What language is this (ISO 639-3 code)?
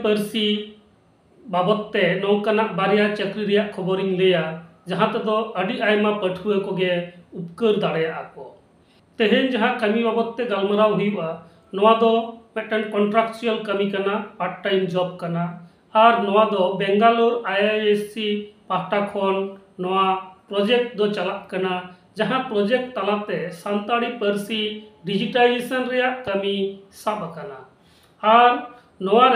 sat